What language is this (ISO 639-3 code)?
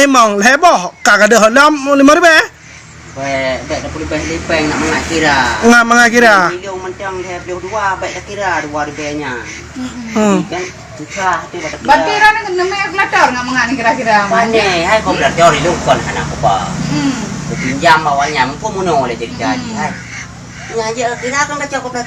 ace